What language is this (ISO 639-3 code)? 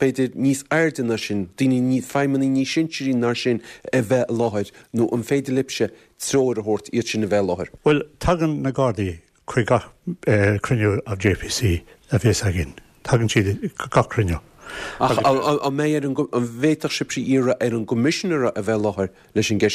gle